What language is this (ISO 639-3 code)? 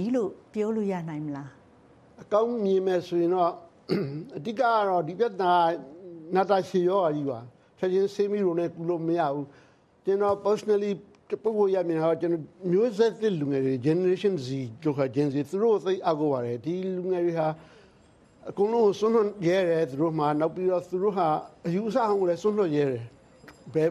mya